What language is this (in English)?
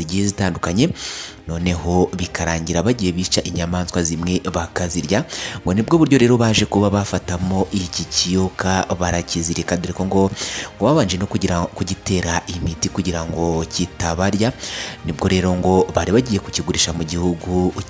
Kinyarwanda